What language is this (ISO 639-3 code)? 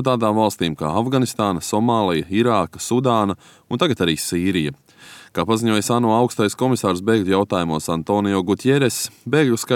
lav